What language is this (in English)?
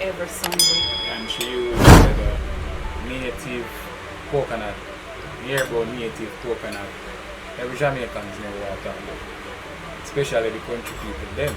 Jamaican Creole English